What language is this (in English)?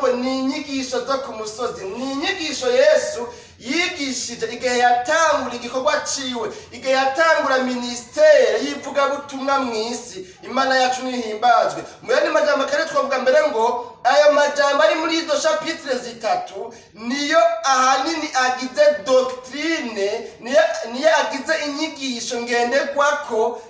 Rundi